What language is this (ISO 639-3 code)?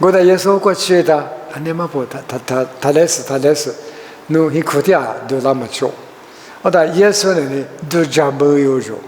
lis